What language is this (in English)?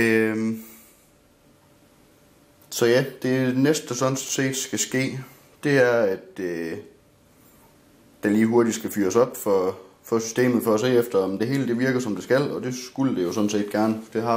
Danish